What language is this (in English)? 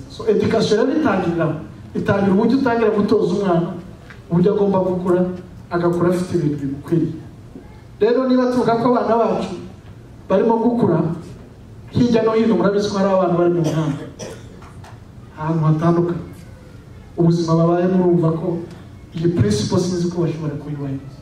Kinyarwanda